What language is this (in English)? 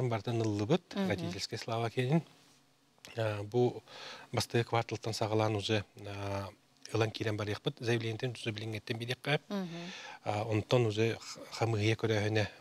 Yakut